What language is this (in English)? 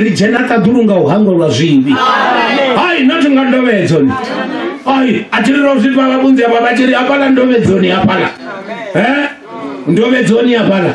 Venda